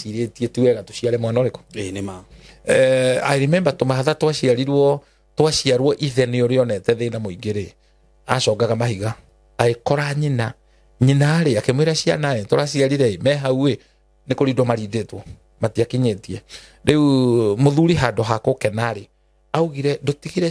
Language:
Kikuyu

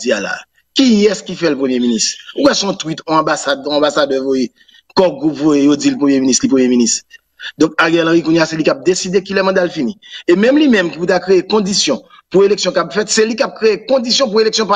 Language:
French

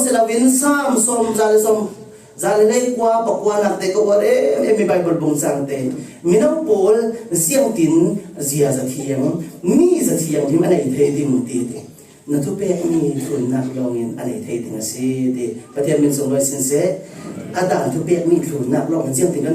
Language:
Falam Chin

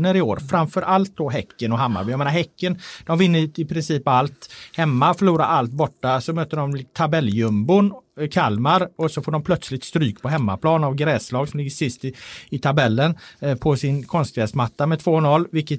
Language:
Swedish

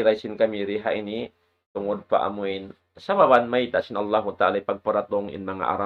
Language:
Tausug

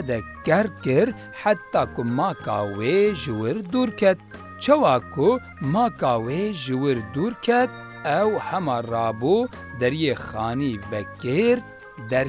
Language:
Kurdish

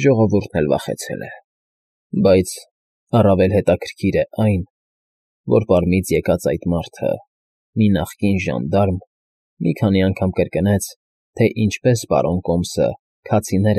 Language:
Armenian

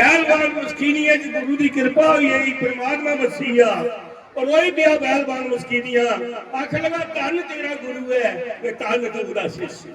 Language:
Dogri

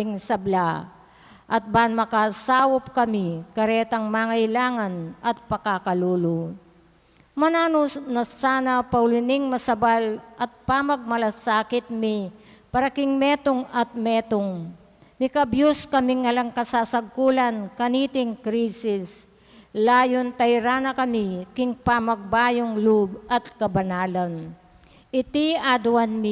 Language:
Pampanga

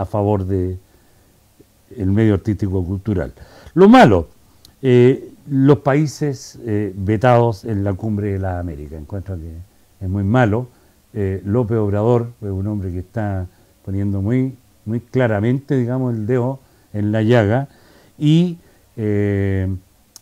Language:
Spanish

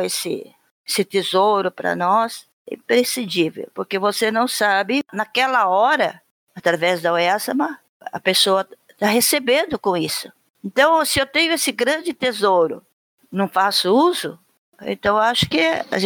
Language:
Portuguese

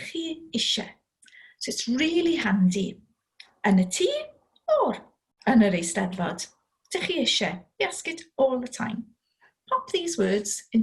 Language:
Welsh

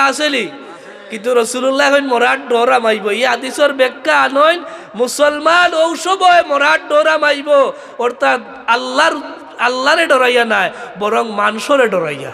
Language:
Sylheti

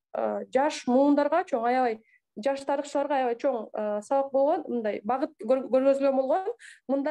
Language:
Kyrgyz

